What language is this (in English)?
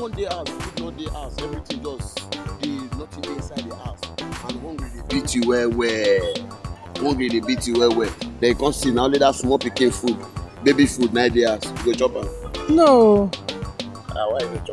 Nigerian Pidgin